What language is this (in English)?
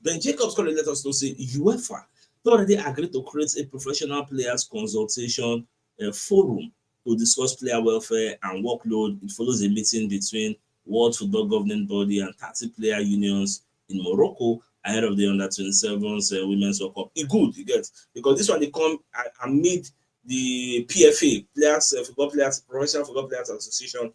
Nigerian Pidgin